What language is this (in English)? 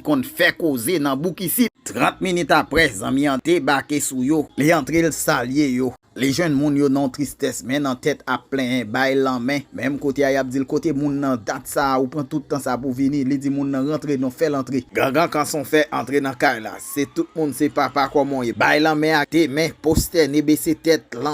Haitian Creole